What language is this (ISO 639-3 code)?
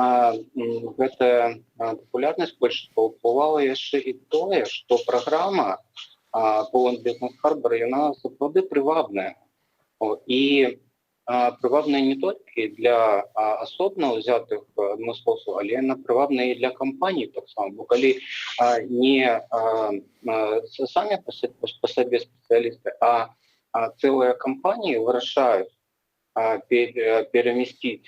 bel